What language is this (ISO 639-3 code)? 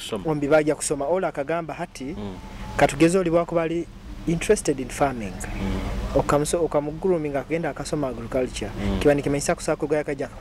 nyo